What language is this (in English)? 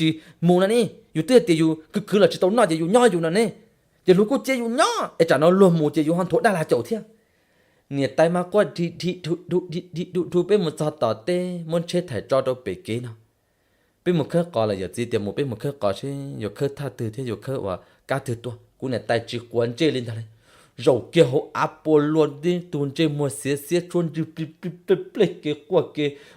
Hmong